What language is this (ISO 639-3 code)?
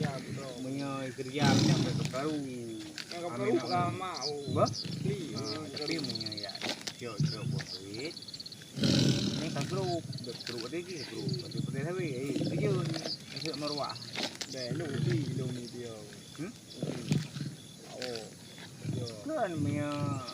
ace